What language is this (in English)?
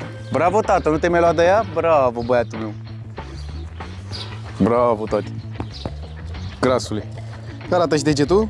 Romanian